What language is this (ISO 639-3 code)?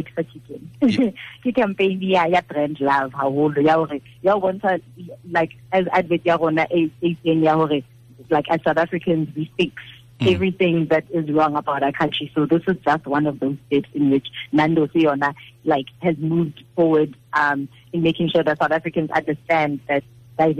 tsn